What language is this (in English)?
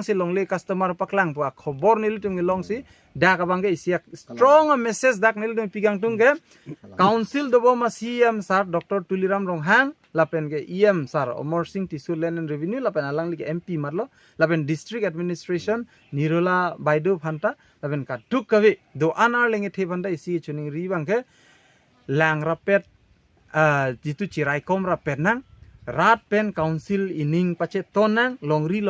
Karbi